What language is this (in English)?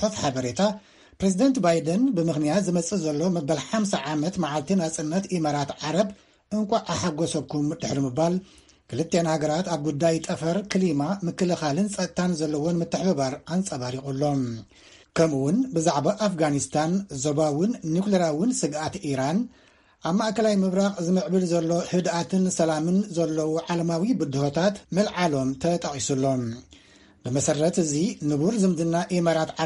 Tigrinya